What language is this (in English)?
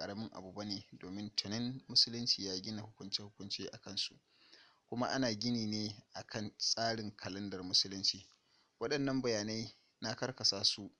Hausa